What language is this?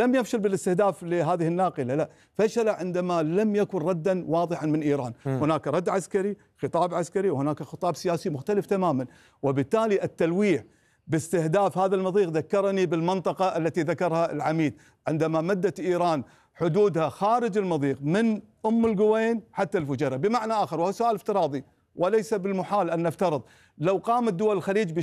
Arabic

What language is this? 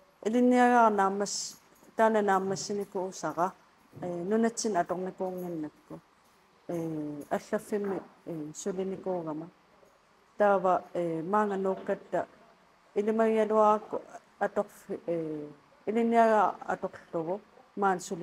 Kalaallisut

